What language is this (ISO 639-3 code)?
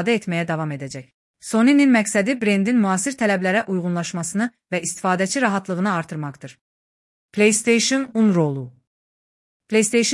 aze